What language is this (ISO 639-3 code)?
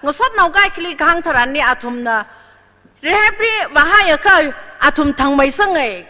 nmf